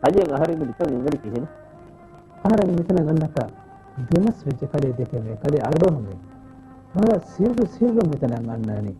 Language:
Divehi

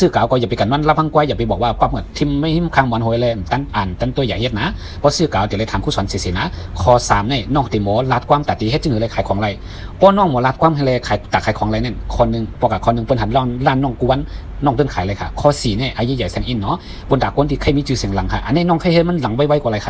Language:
Shan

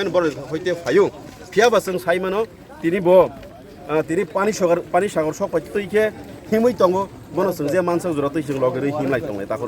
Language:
Kok Borok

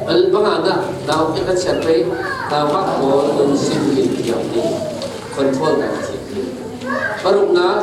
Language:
Falam Chin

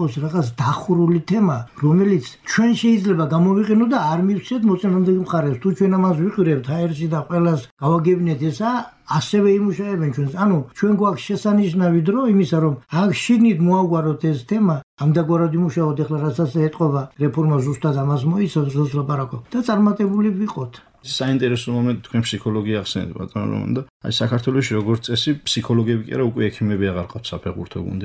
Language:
Georgian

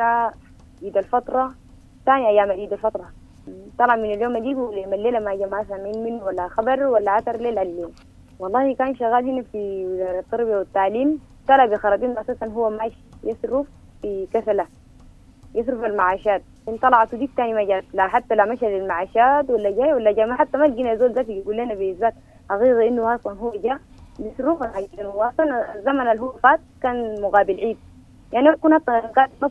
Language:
Sudanese Arabic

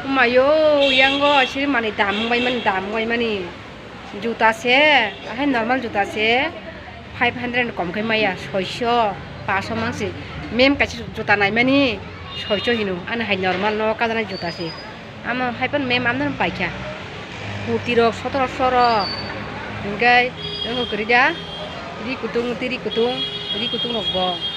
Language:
Kok Borok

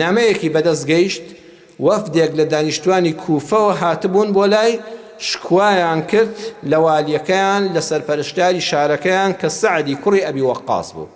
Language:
Central Kurdish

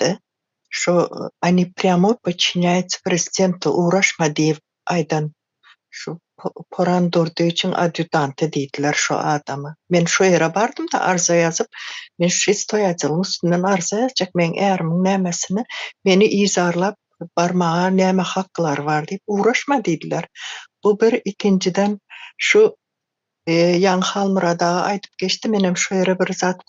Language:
Turkmen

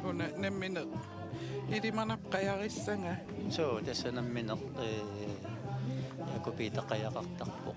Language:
Kalaallisut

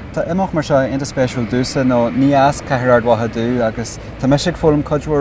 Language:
Irish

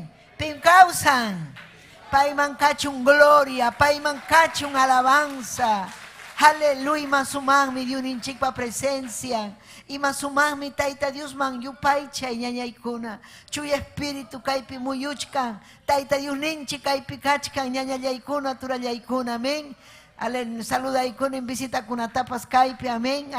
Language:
Ayacucho Quechua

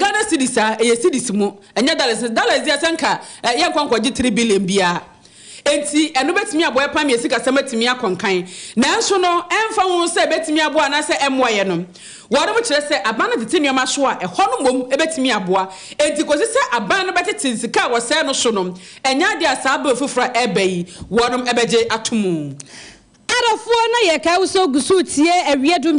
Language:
Akan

